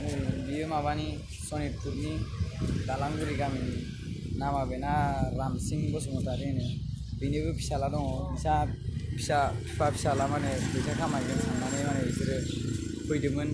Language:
Bodo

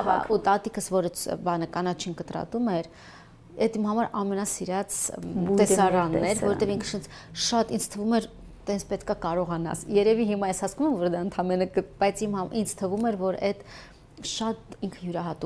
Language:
Armenian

